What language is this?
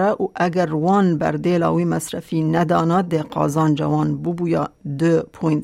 Kurdish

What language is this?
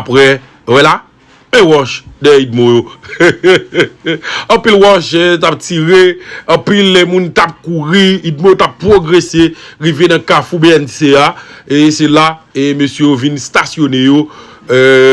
Haitian Creole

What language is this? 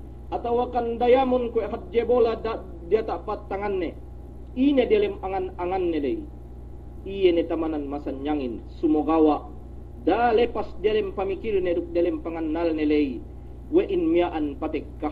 Yakan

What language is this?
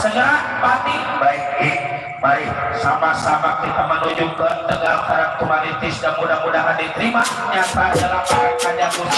Betawi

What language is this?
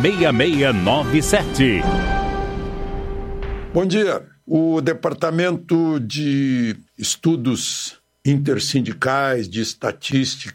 Portuguese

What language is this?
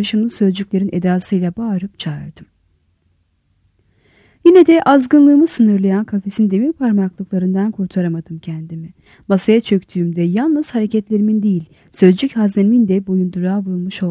Turkish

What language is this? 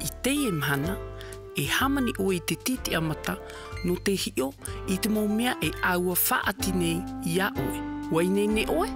Tahitian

